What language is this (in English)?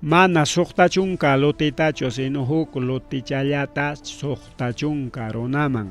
Ayacucho Quechua